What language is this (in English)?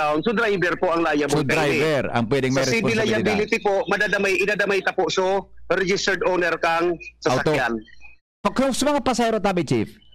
Bikol